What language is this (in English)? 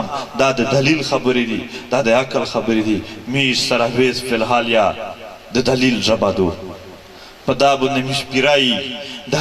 Pashto